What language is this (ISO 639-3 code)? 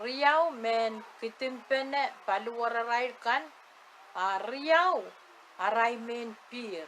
pon